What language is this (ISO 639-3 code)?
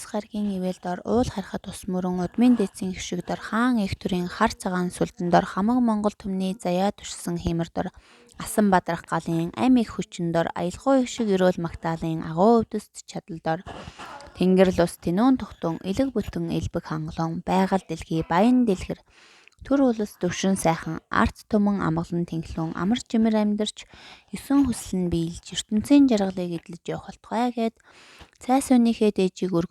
mon